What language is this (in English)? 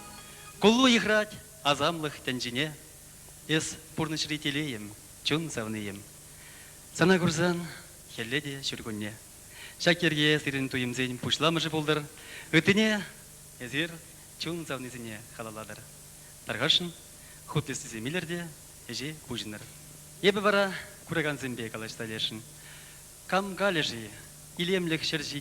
Chuvash